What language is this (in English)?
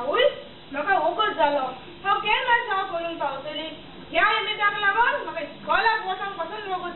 Konkani